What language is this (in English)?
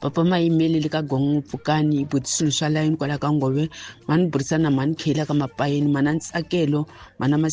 Tsonga